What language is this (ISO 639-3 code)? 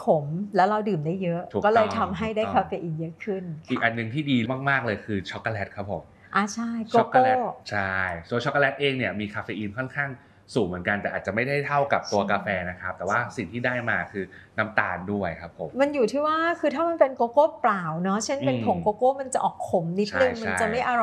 tha